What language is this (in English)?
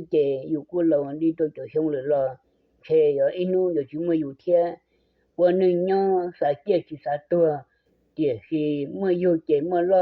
Hmong